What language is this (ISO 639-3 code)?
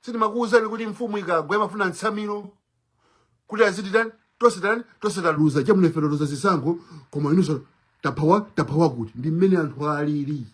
nya